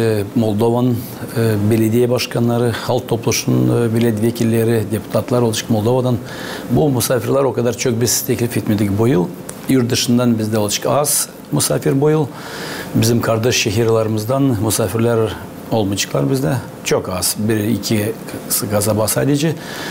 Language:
Gagauz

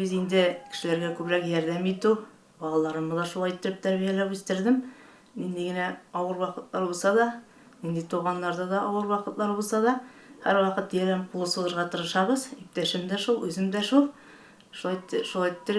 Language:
Tatar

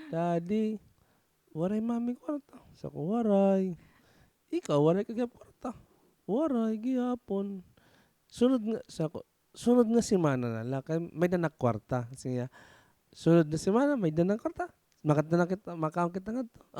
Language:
Waray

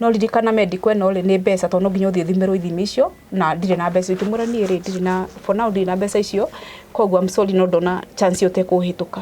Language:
Kikuyu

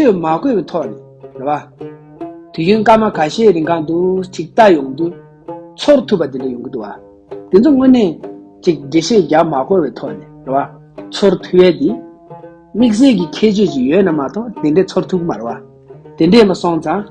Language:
Tibetan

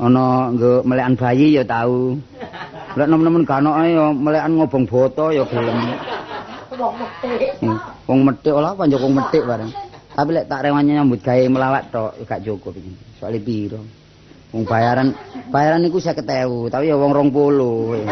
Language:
Javanese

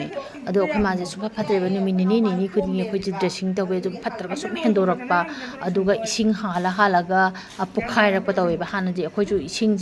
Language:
Manipuri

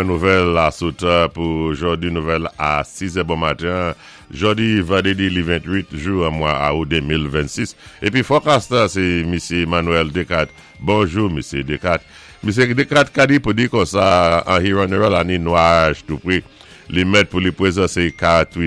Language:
Saint Lucian Creole French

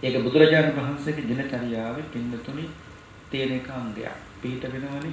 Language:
Sinhala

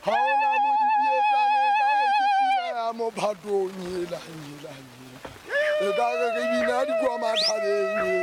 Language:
Southern Sotho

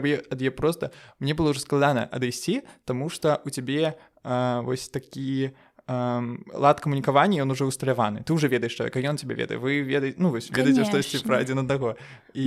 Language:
Belarusian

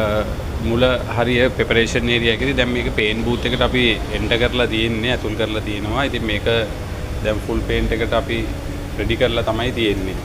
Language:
Sinhala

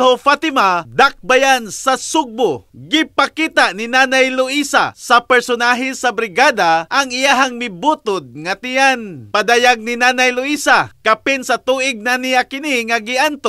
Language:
Cebuano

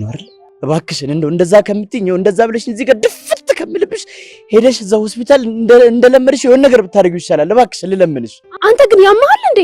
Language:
Amharic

